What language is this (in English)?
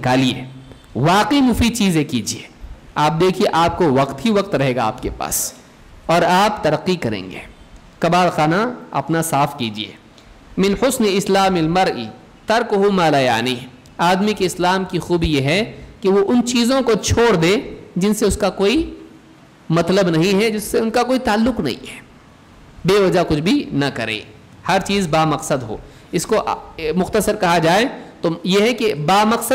Urdu